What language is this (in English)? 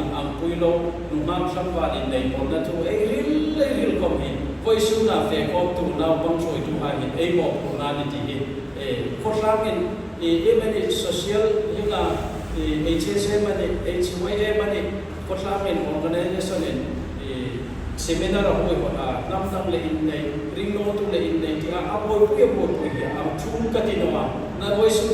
Hmar